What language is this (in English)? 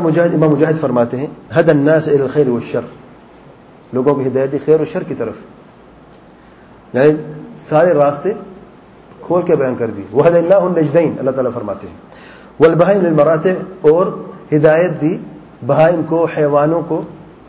Urdu